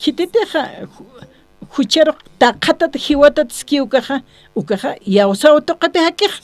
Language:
Aymara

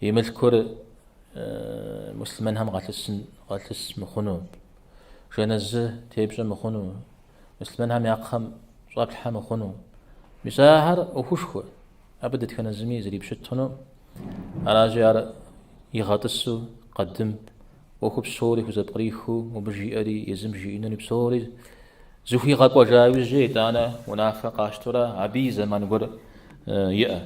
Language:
Kabardian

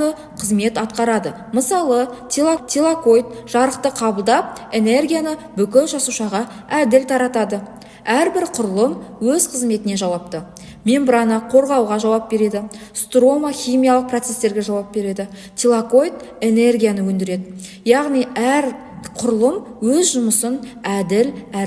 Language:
Kazakh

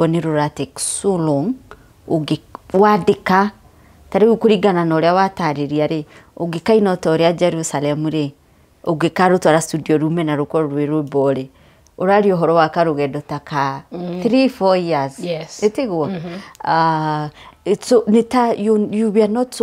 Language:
Kikuyu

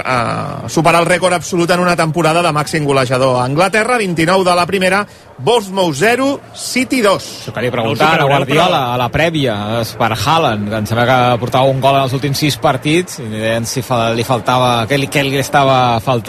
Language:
Catalan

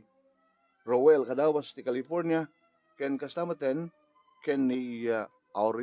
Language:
Iloko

